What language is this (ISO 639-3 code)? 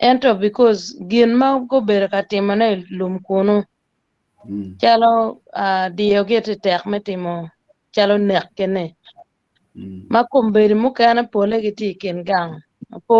ach